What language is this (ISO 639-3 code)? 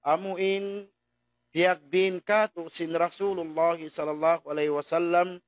tsg